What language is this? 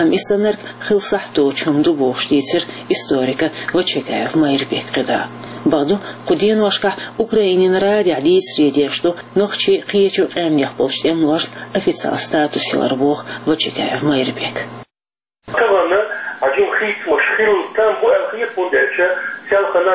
Chechen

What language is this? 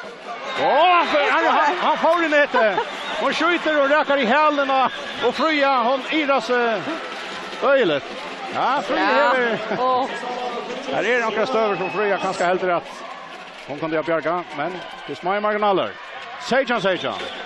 Faroese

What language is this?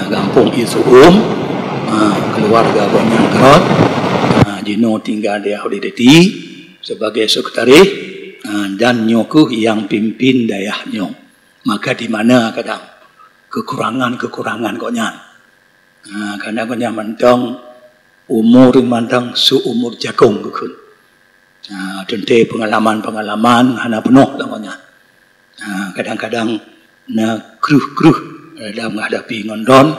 Achinese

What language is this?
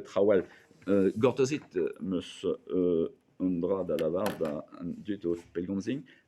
Breton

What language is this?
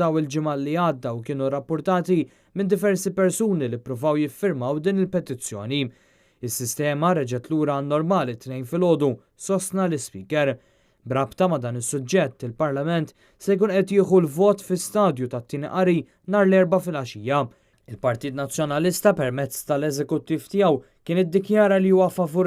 Maltese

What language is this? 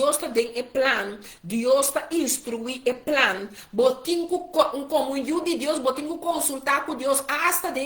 Papiamento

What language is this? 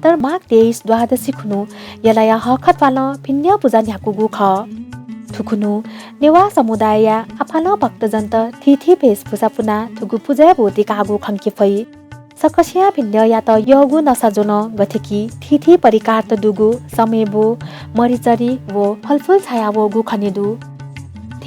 Newari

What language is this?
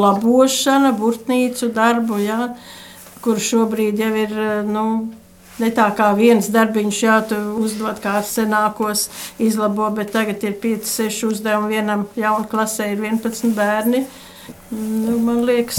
Latvian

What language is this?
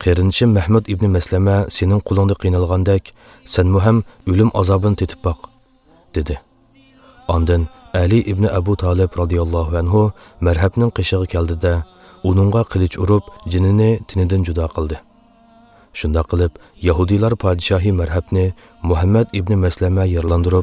Uyghur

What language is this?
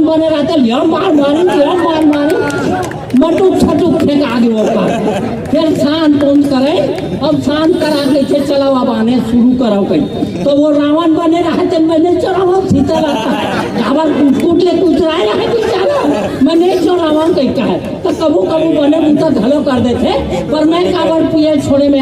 Chhattisgarhi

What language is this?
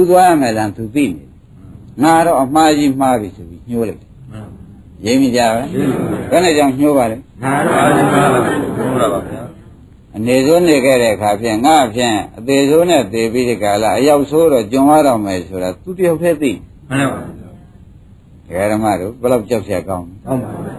Burmese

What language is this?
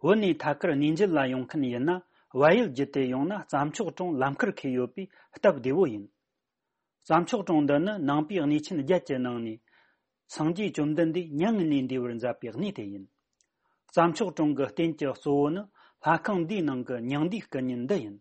Tibetan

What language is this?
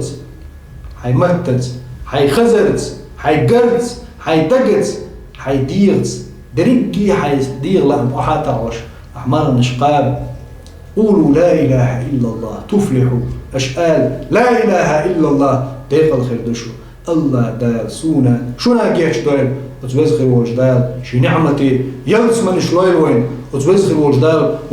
Chechen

